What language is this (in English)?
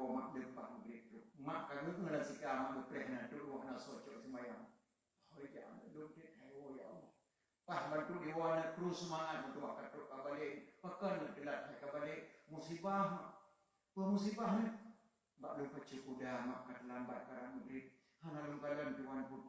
Achinese